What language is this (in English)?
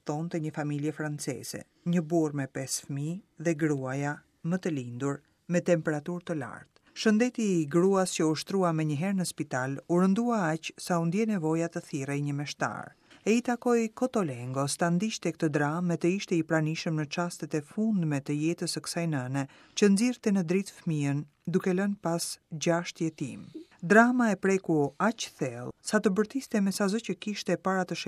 Albanian